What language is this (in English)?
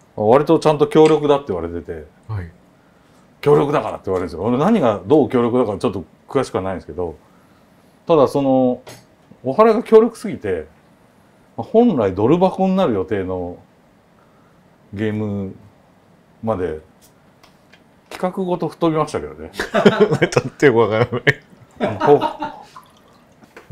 Japanese